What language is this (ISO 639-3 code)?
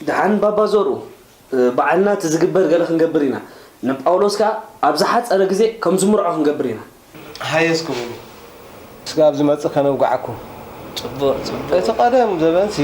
tir